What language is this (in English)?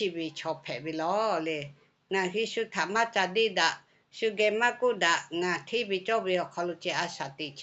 Lahu